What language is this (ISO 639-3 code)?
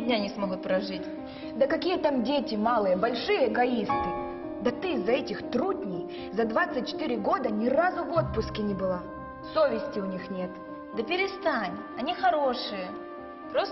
rus